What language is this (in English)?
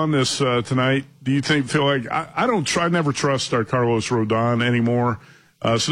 English